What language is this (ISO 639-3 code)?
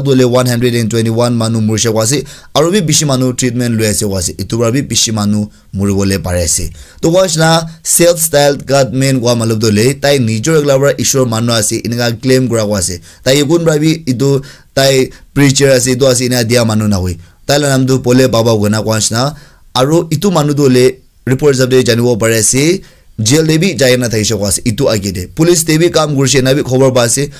nag